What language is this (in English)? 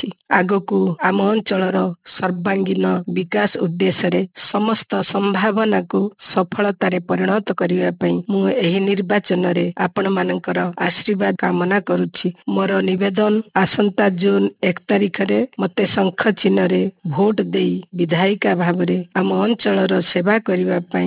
Odia